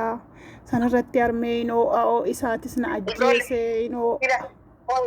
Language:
Oromo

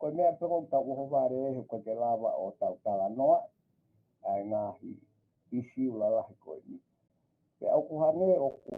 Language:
Tongan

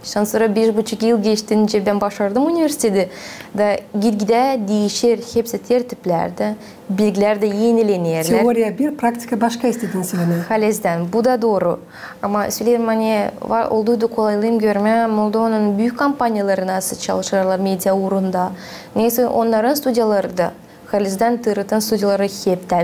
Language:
Gagauz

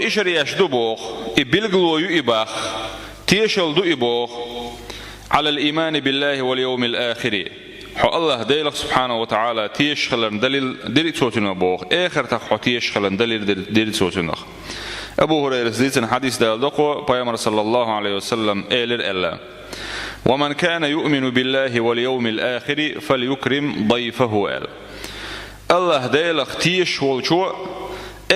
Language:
Chechen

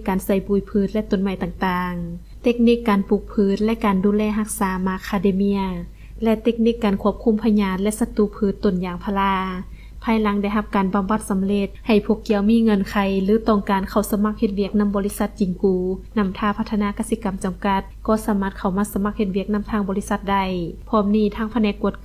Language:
Lao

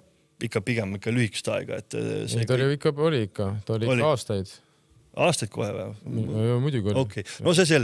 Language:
Estonian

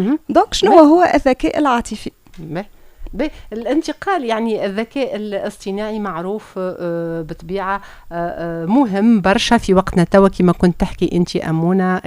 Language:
Tunisian Arabic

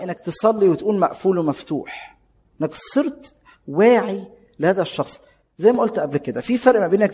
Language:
Egyptian Arabic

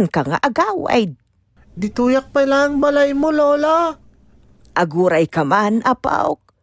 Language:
Iloko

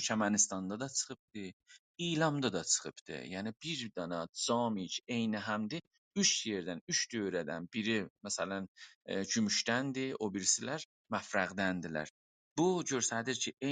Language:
South Azerbaijani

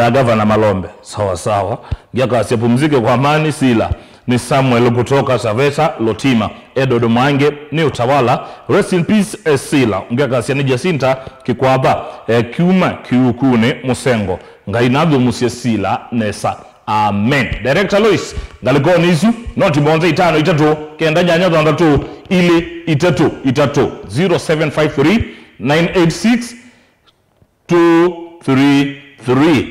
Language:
Kamba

